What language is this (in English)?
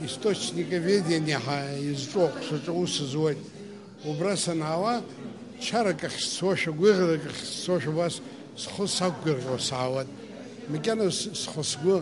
Abkhazian